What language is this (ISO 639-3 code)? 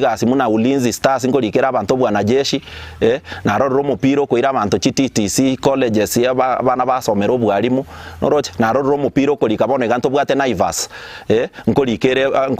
guz